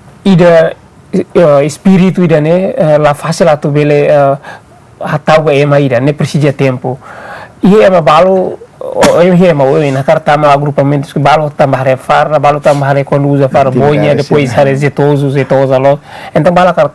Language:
Tetum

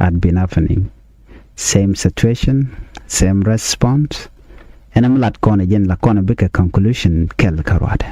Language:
Nuer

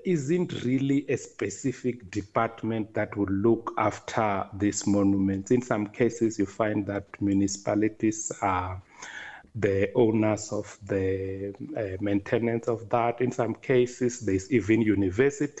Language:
English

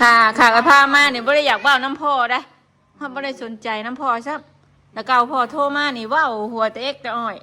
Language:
Northeastern Thai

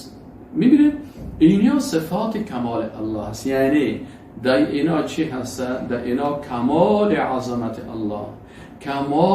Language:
Persian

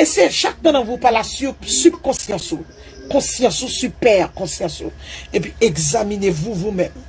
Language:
Haitian Creole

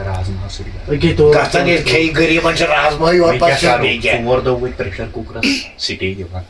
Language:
Kashmiri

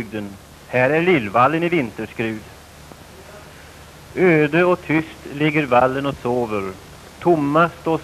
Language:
Swedish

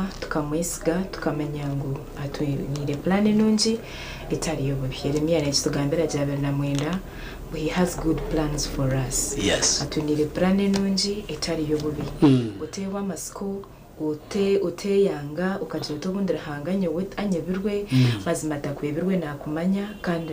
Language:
Nyankole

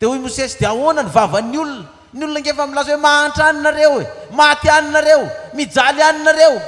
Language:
Malagasy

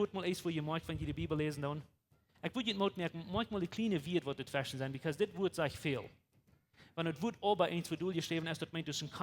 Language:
Plautdietsch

